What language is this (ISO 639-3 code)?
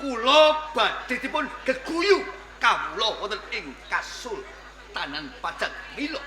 jav